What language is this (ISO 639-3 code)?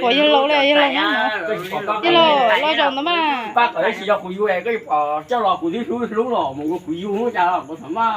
hmn